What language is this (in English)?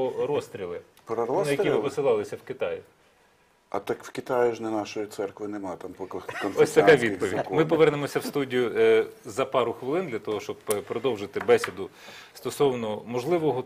Ukrainian